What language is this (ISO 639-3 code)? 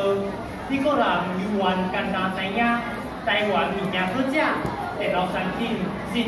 nan